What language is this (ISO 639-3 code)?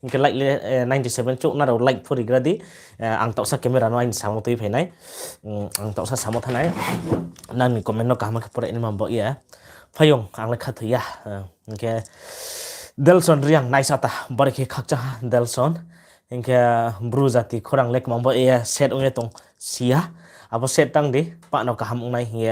ria